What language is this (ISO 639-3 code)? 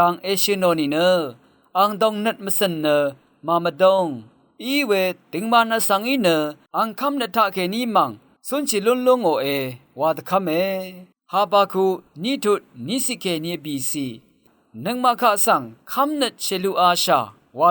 raw